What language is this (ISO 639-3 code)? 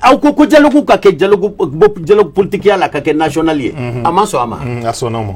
bam